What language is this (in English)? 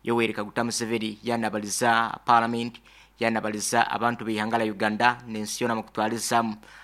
Nyankole